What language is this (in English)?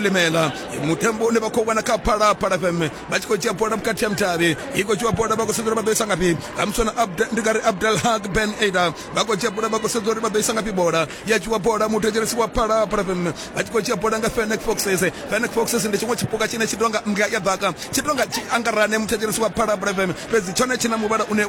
Venda